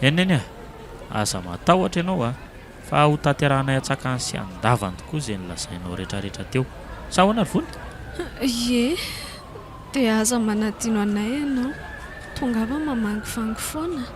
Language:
Malagasy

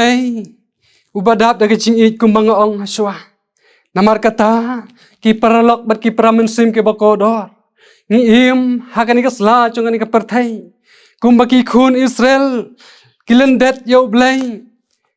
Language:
Khasi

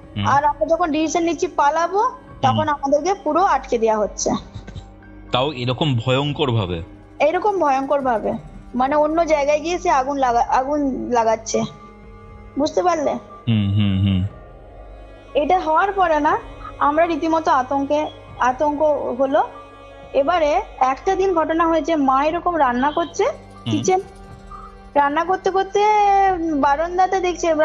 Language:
Bangla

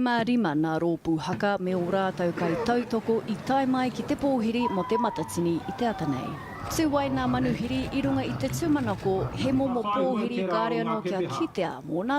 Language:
Māori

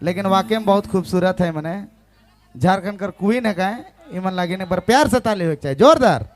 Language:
Sadri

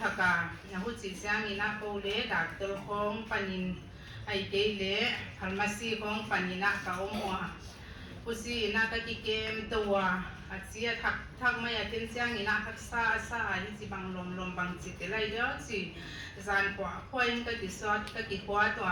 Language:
Paite Chin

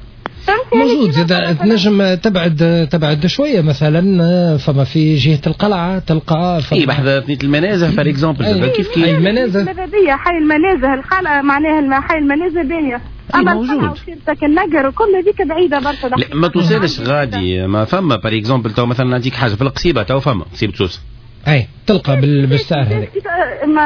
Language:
Tunisian Arabic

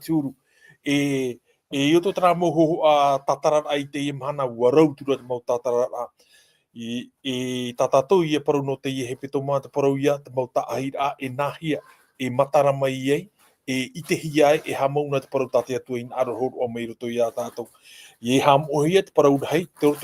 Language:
Tahitian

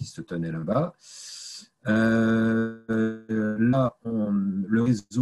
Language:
French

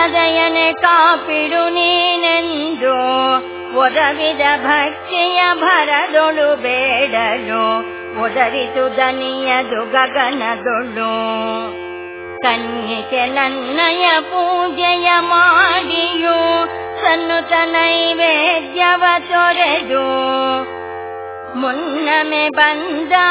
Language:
Kannada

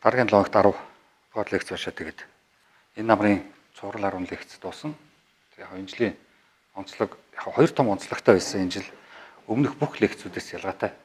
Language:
Mongolian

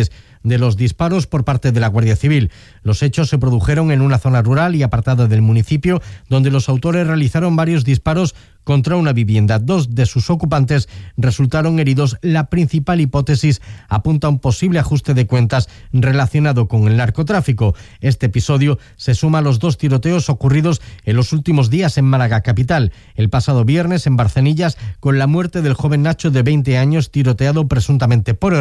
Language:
Spanish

